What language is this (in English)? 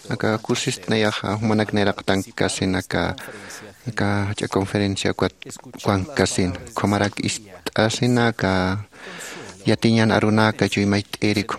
Aymara